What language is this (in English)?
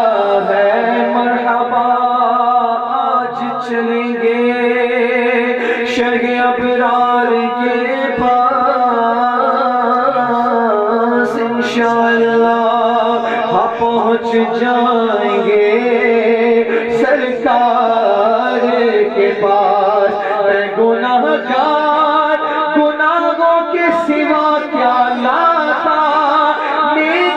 Urdu